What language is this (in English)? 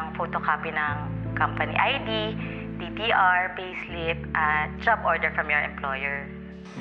Filipino